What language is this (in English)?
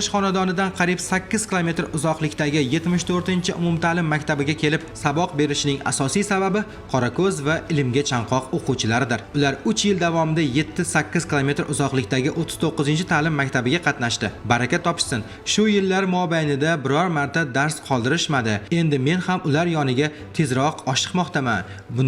Uzbek